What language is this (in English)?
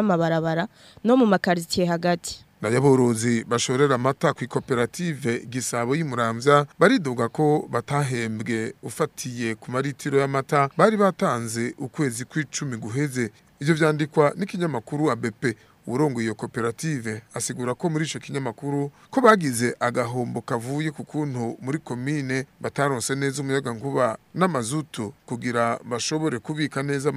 Rundi